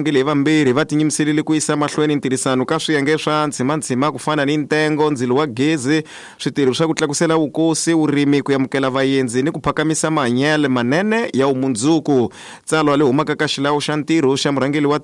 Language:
Tsonga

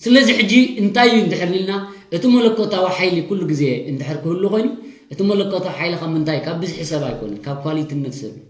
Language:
Tigrinya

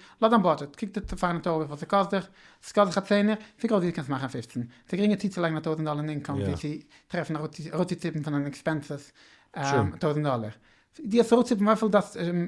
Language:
Yiddish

